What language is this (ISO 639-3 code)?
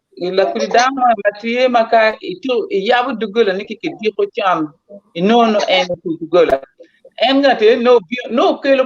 ach